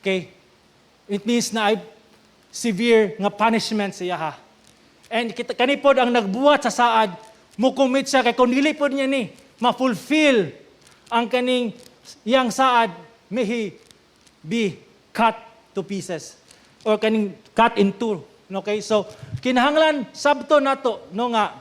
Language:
Cebuano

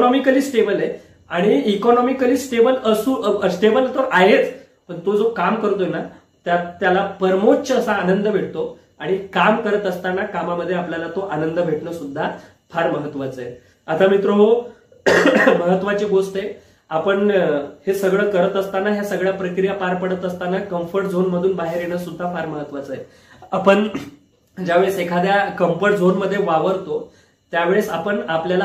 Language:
Marathi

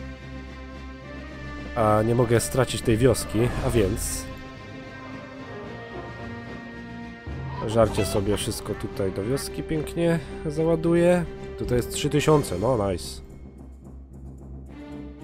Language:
Polish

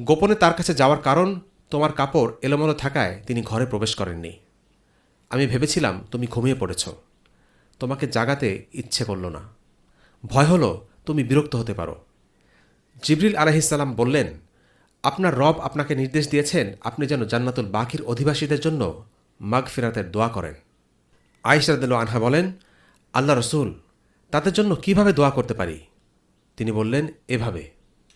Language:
Bangla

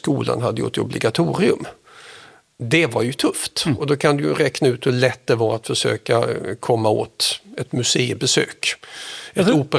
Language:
Swedish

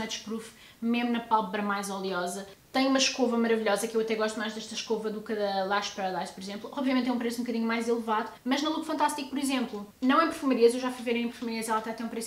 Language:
Portuguese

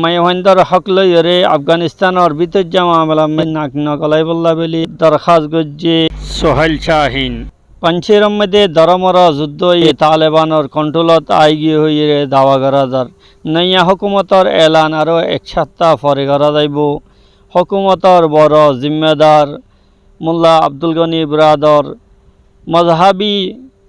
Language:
Rohingya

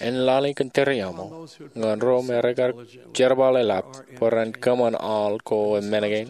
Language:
Marshallese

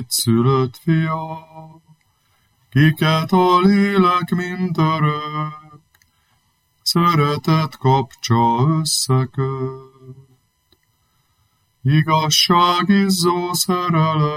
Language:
Hungarian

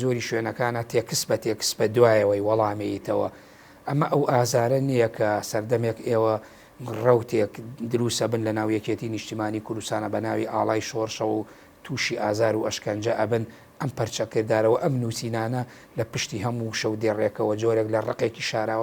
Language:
Central Kurdish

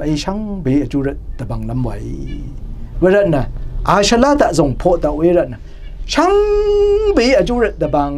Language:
Rawang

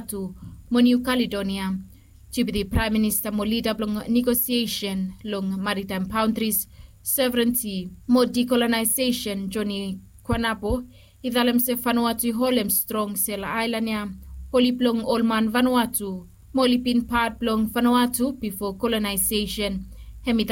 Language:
Bislama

